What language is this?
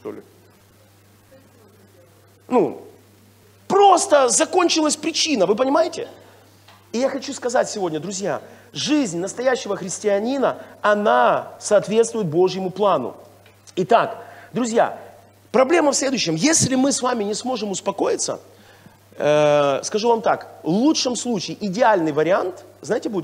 Russian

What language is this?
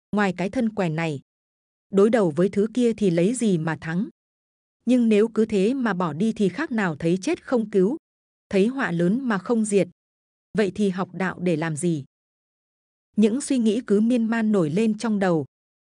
Vietnamese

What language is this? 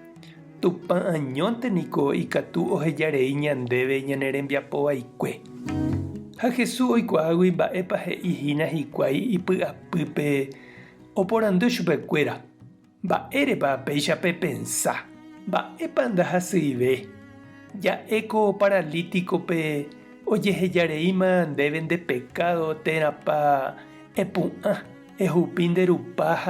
Guarani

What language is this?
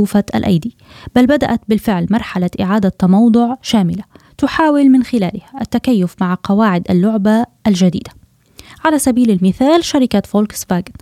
Arabic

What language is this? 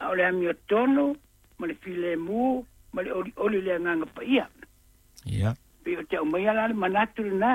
Samoan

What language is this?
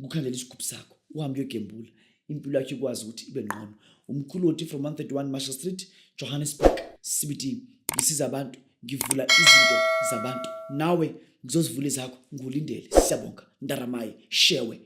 Zulu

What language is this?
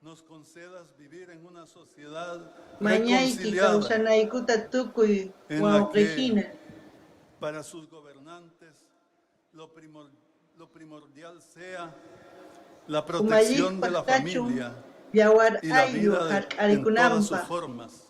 South Bolivian Quechua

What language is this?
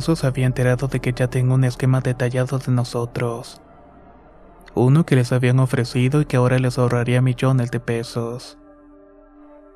Spanish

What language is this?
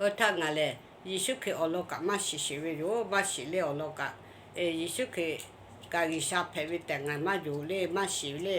Lahu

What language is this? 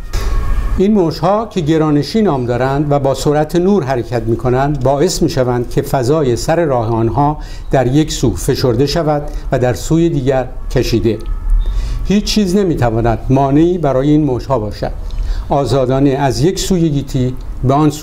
Persian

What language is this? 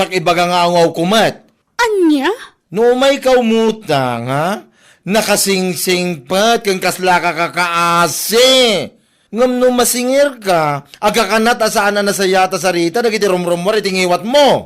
Iloko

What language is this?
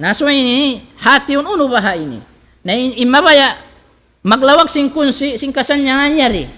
Tausug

